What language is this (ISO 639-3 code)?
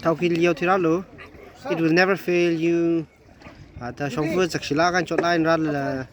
nmf